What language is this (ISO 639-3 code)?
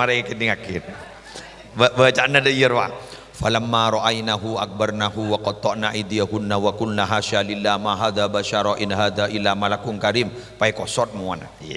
mad